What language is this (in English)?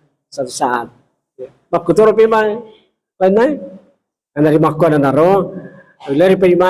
Buginese